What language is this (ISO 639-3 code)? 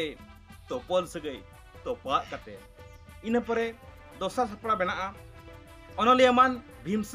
sat